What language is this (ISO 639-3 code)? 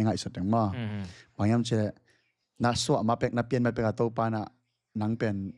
ctd